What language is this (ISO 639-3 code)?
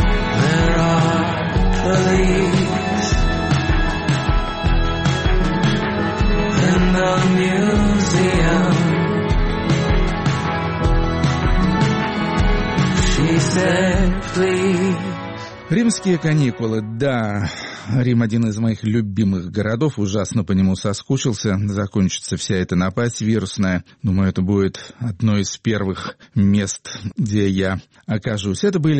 rus